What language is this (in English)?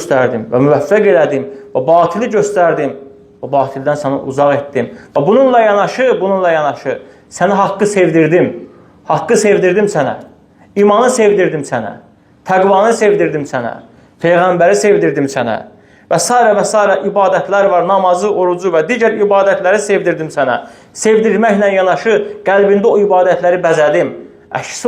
Azerbaijani